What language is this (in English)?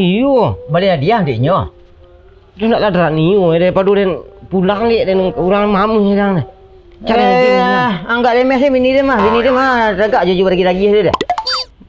Minangkabau